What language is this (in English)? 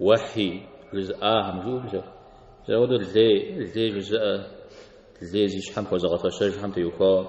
Kabardian